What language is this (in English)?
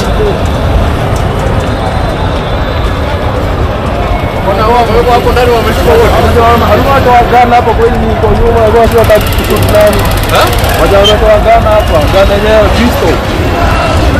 Swahili